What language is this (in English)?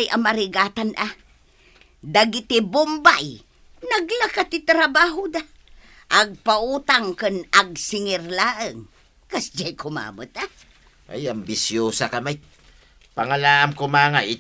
Iloko